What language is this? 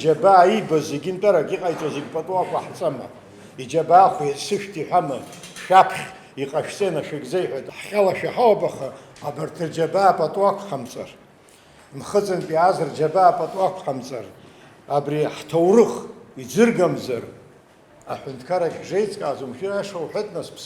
Abkhazian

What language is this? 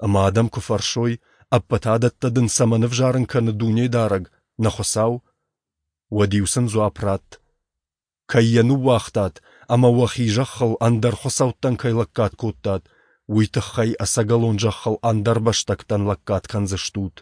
Ossetic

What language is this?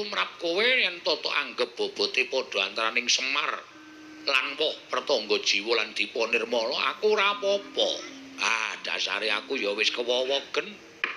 Javanese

